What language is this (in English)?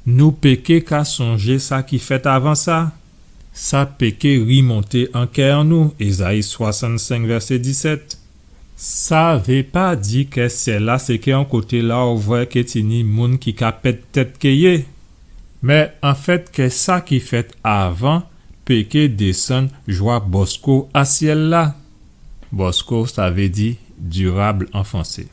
Guadeloupean Creole French